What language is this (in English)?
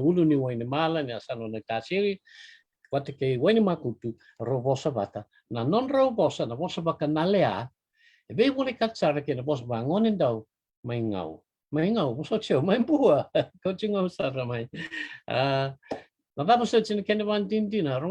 Fijian